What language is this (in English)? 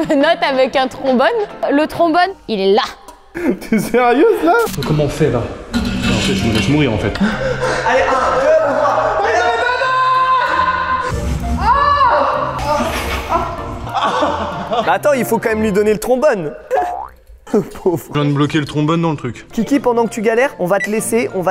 French